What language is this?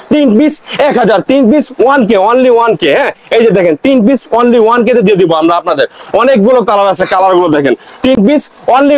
Bangla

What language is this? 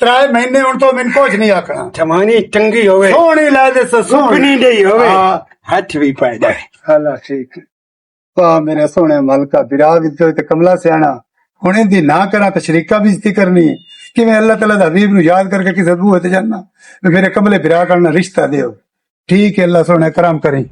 Western Panjabi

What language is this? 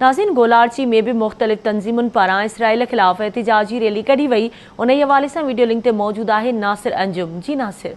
Sindhi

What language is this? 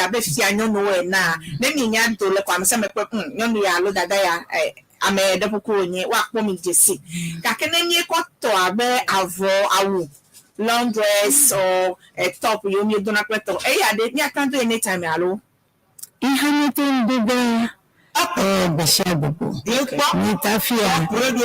Ewe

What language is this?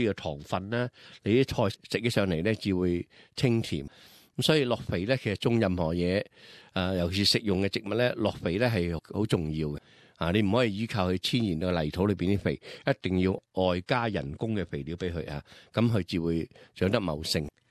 Cantonese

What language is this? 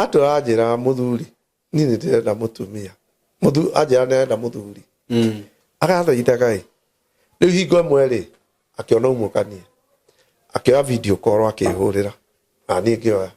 Kikuyu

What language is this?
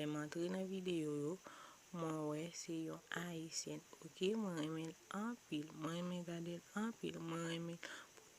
Haitian Creole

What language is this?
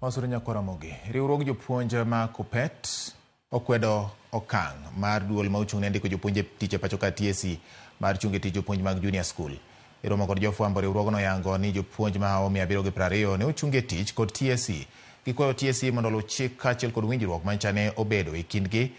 Luo (Kenya and Tanzania)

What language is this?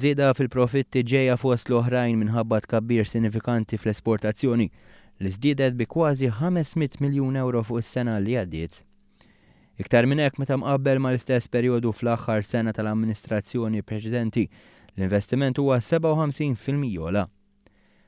Maltese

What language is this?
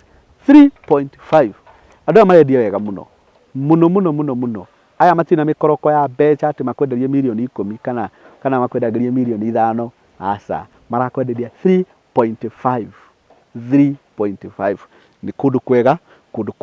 Kikuyu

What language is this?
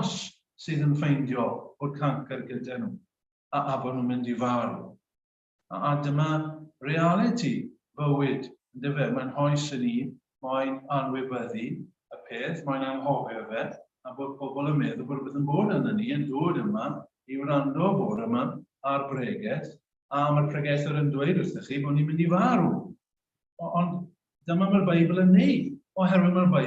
Welsh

